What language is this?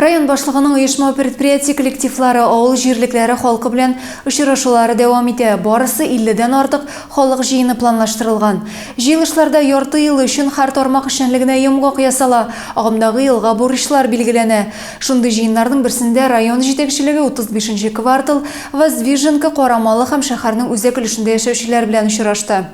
Tatar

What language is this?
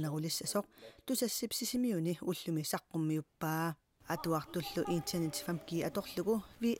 Kalaallisut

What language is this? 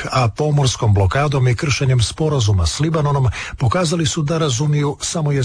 Croatian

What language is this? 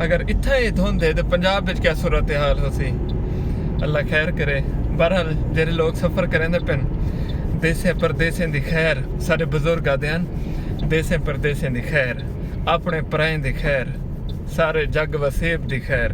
Saraiki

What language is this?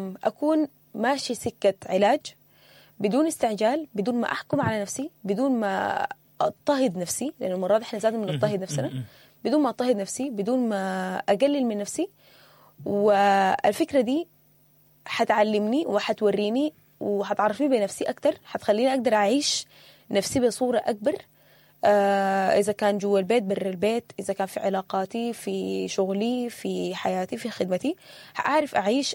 Sudanese Arabic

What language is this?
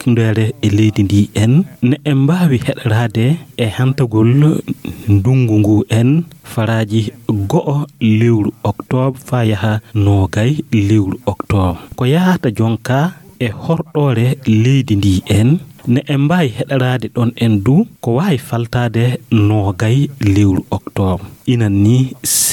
Fula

